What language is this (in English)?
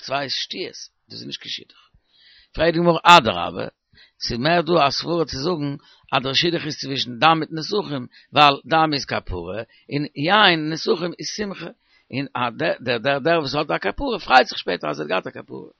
Yiddish